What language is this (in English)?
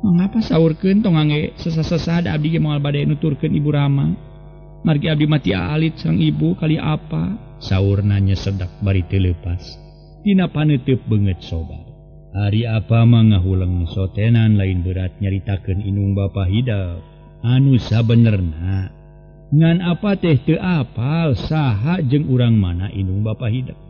Sundanese